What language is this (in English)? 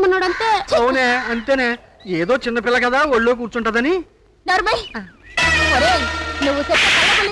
Telugu